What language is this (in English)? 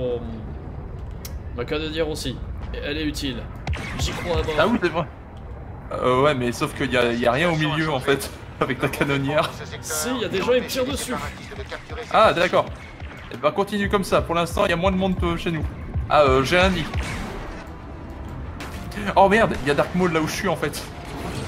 French